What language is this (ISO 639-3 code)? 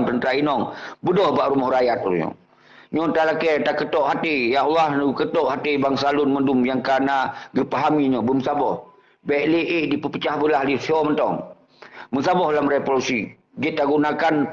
ace